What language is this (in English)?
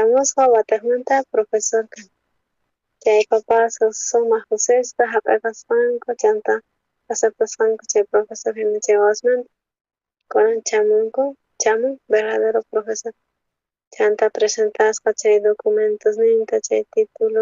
South Bolivian Quechua